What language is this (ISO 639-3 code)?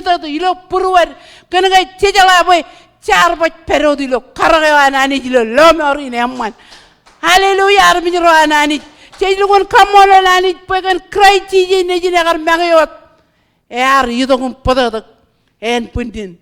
mah